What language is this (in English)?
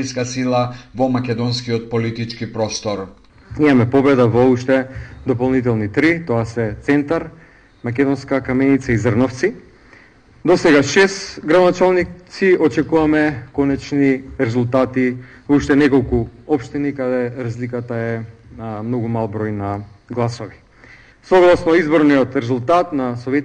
Macedonian